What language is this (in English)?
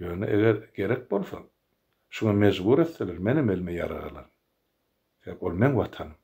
Turkmen